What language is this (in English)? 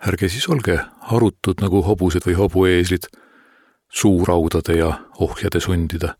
Estonian